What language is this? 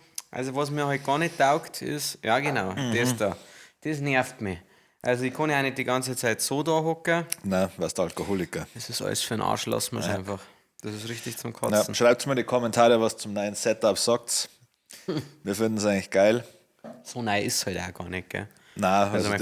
Bavarian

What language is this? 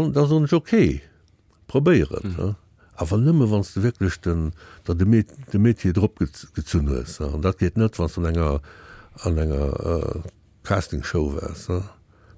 Luxembourgish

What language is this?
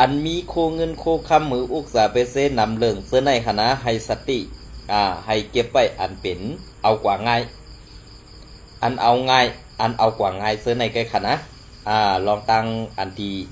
Shan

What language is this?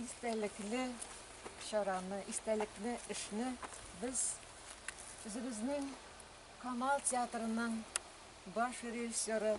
Tatar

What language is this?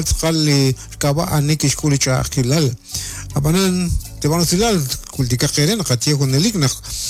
Kekchí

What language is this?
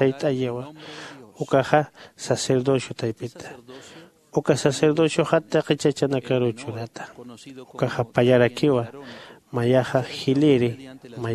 Aymara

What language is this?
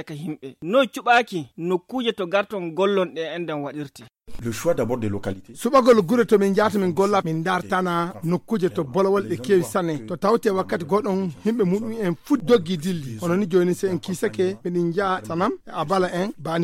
Fula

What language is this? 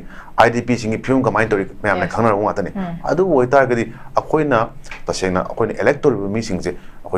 Manipuri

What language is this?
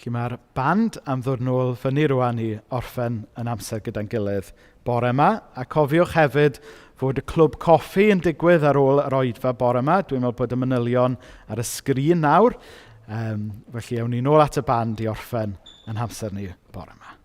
Welsh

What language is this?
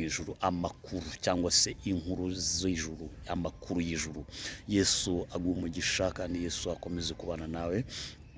Kinyarwanda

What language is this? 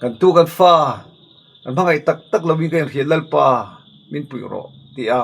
Mizo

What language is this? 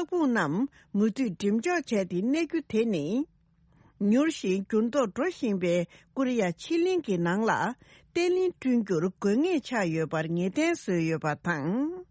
Tibetan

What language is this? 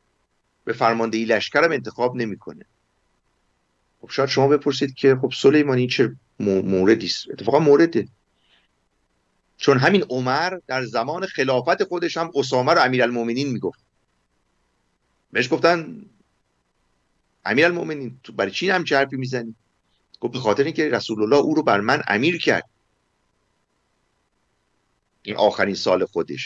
Persian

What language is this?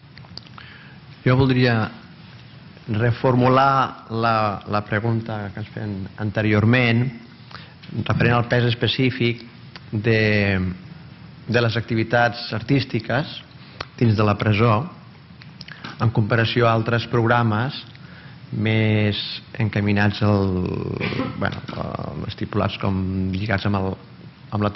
Catalan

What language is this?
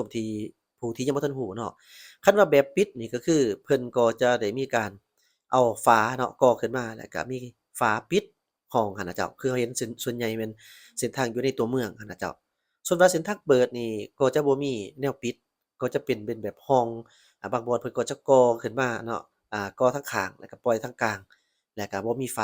Lao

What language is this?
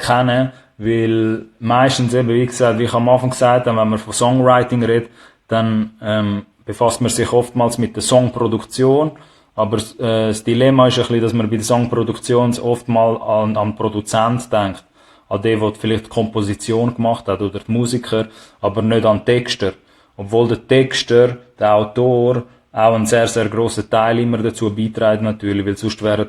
Swiss German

